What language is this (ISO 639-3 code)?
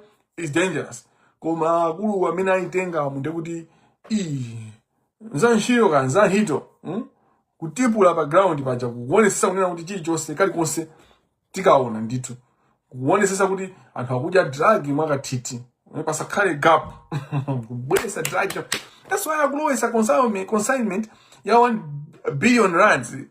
nya